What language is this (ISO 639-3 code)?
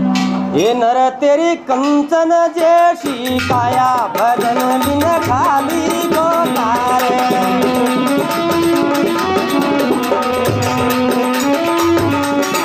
hin